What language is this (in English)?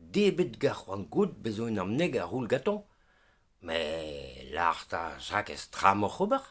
Breton